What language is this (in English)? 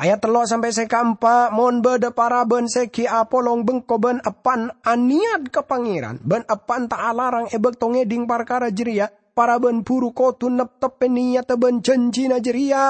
Madurese